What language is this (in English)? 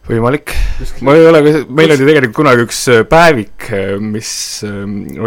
Estonian